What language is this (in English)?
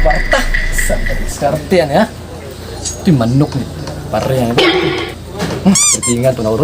Cebuano